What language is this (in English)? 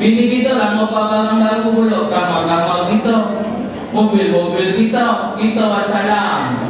Musi